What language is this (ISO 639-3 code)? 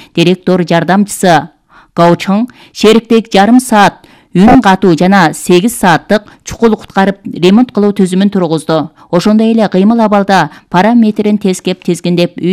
kir